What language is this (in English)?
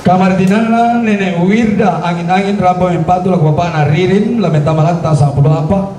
Toraja-Sa'dan